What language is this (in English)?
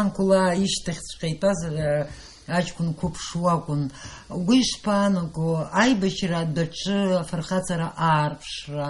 Abkhazian